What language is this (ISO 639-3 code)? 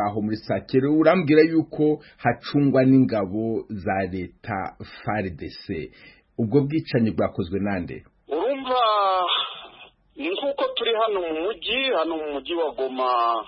kin